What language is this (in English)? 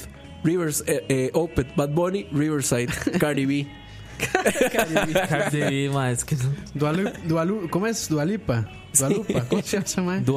Spanish